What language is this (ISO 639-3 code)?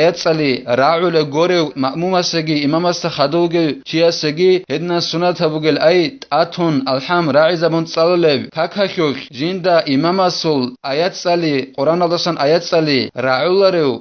ava